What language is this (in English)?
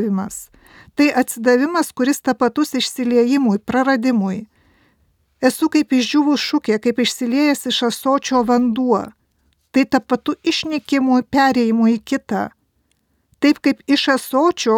Lithuanian